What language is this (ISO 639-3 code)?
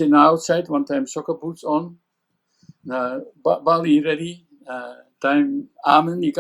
tpi